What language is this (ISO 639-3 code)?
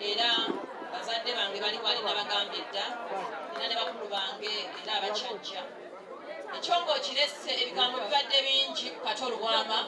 lug